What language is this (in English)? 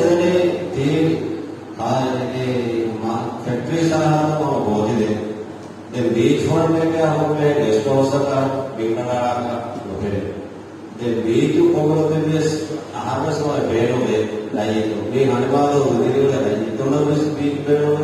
Divehi